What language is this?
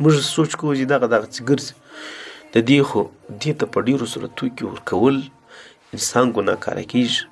Pashto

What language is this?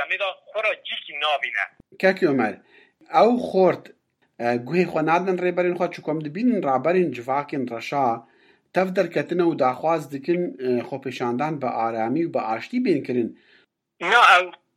Kurdish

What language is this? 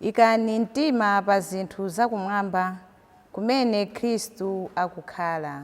Nyanja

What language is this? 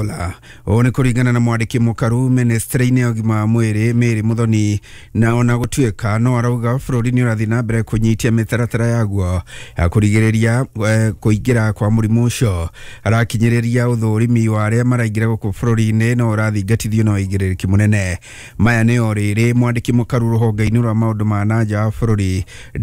Kikuyu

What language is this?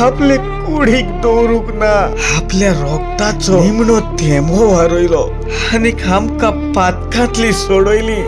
Konkani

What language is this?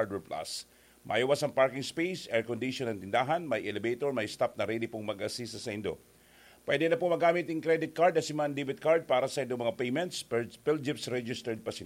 Bikol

